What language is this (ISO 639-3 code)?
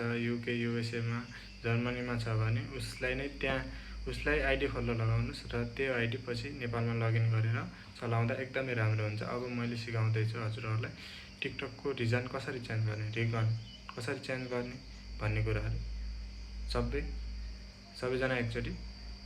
nep